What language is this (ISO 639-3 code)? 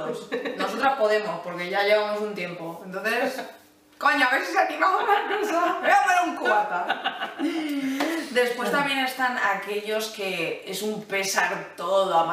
spa